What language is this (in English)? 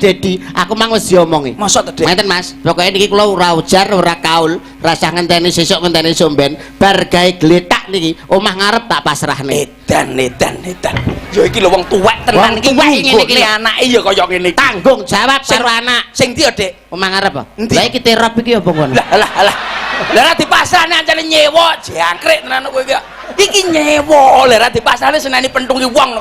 Javanese